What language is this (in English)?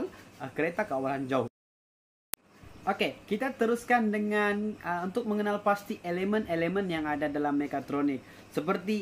Malay